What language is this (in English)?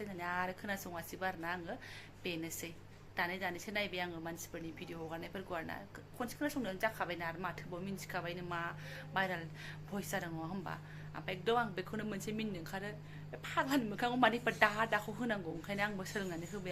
Bodo